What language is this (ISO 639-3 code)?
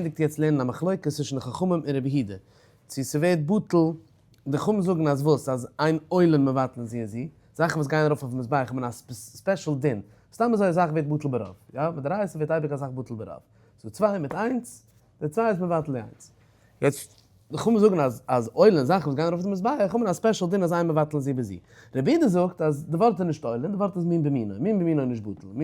yid